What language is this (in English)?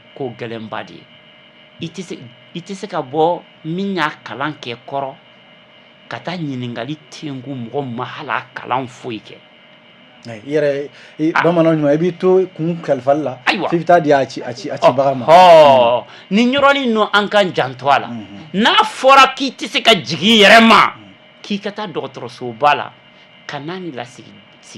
Bambara